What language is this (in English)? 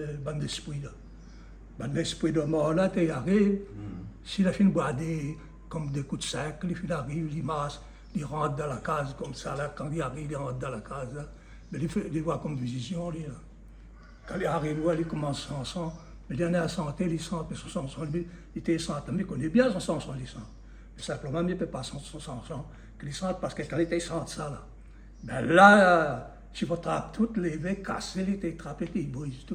Réunion Creole French